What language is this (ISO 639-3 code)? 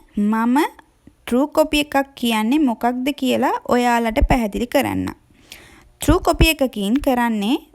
sin